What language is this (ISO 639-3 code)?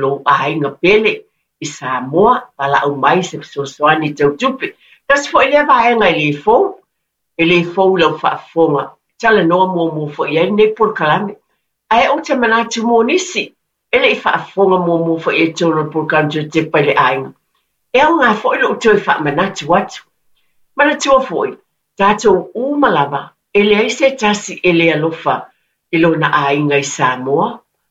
smo